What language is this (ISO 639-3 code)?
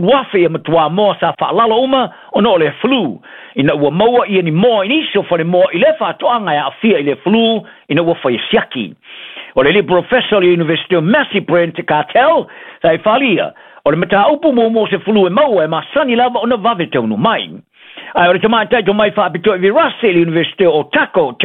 smo